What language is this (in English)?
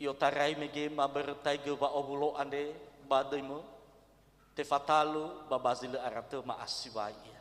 Nias